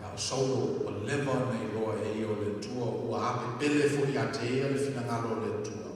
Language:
Samoan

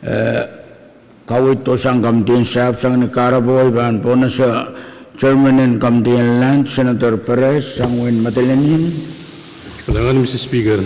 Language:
Pohnpeian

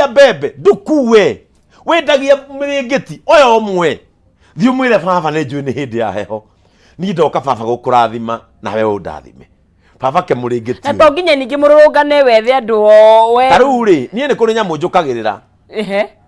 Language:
Kikuyu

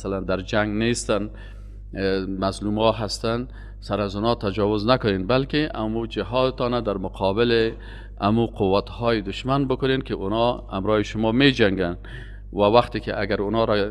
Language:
Persian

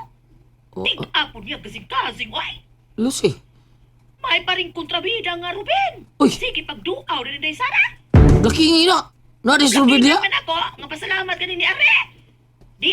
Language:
Cebuano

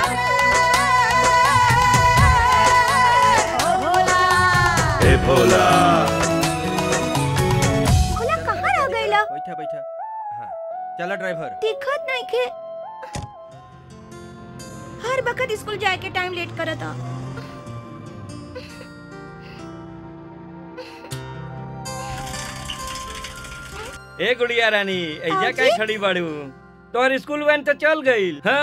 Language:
Bhojpuri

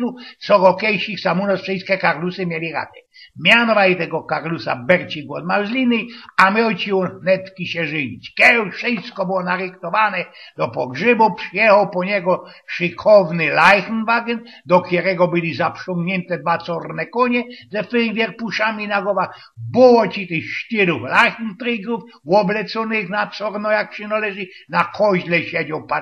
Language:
Silesian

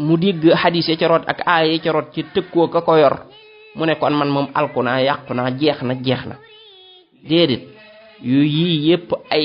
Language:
Wolof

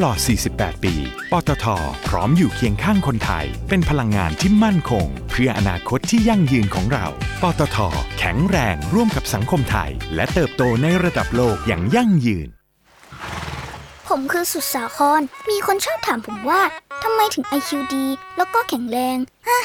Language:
Thai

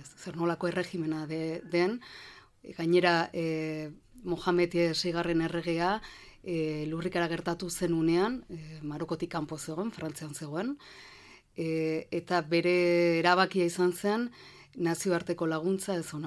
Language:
Basque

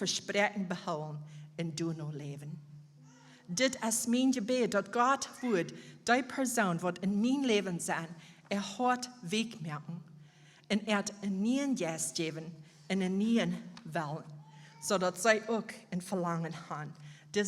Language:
Plautdietsch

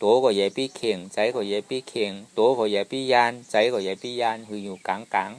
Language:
Shan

